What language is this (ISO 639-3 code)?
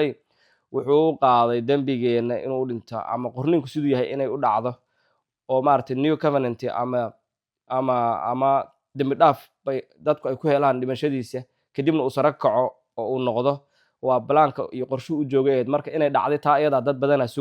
som